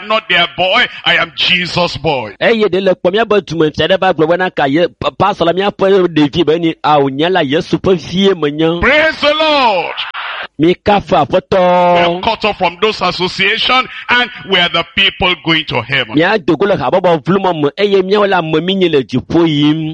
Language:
Ewe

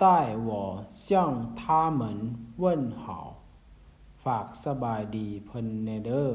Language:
Lao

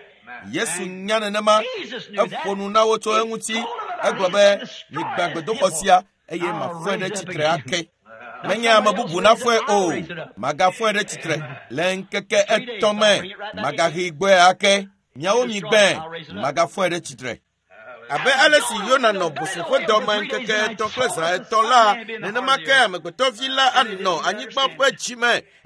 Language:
Ewe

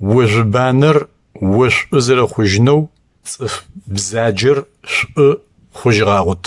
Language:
Adyghe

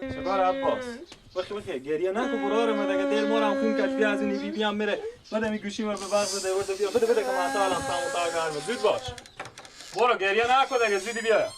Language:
Persian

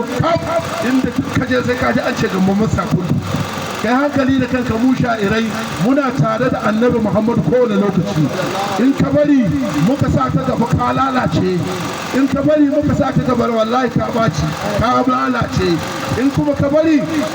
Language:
Hausa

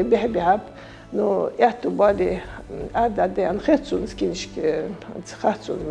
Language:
Ingush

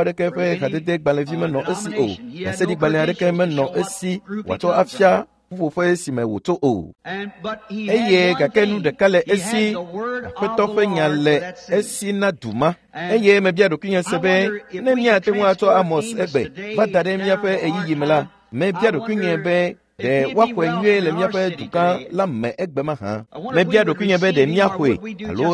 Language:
Ewe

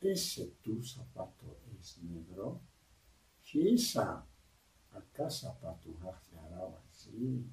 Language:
Aymara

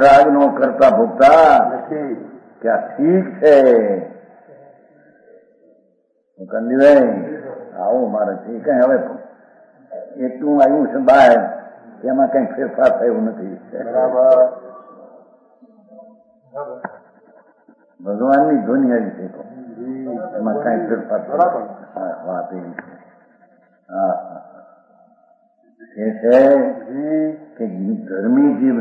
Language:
Gujarati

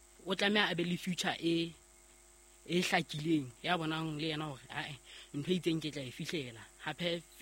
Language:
Southern Sotho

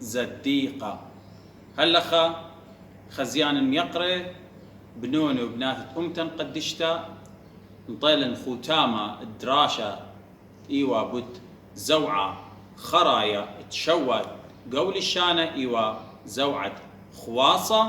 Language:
Assyrian Neo-Aramaic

